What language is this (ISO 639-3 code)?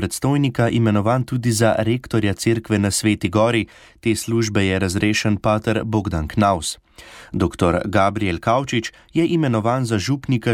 slv